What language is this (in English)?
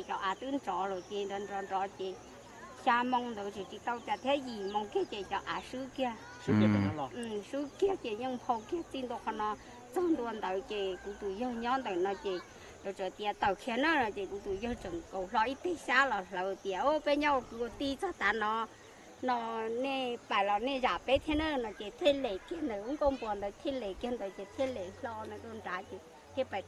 Hmong